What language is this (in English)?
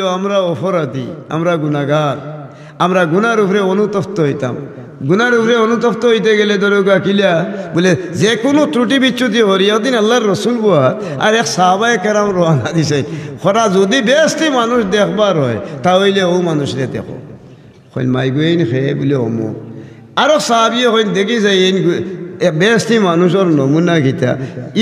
Sylheti